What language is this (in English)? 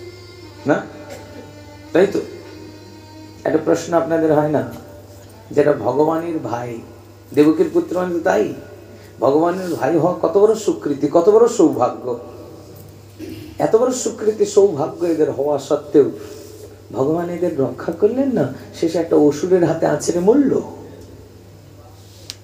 Bangla